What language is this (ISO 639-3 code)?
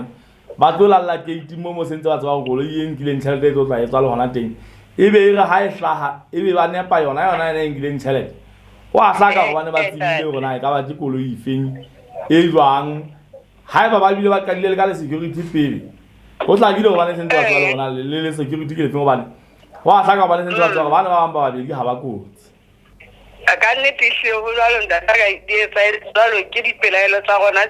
sot